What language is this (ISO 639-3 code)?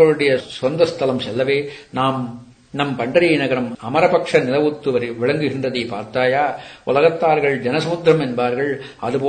tam